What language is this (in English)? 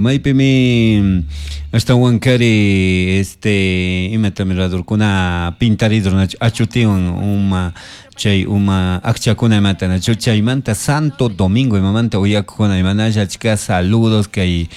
Chimborazo Highland Quichua